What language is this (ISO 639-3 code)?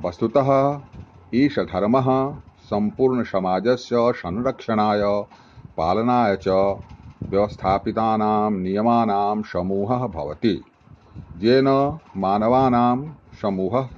san